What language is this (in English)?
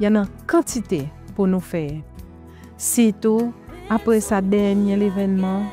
Seselwa Creole French